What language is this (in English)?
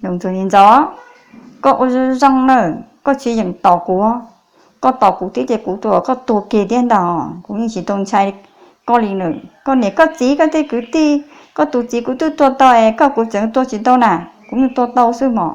Hmong